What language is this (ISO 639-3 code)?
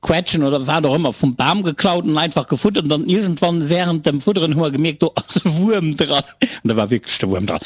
ltz